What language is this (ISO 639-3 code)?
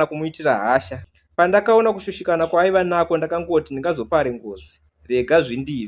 sna